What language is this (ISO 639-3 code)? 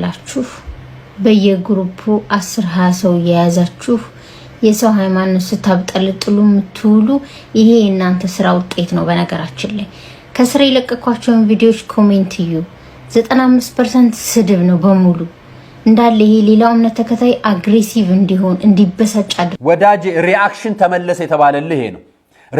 amh